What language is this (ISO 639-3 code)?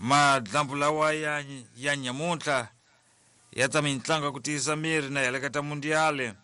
tso